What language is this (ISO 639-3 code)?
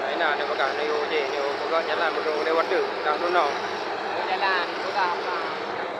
ace